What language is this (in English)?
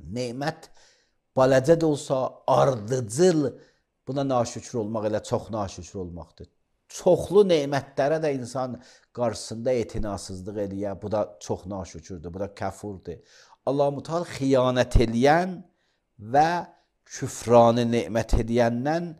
Azerbaijani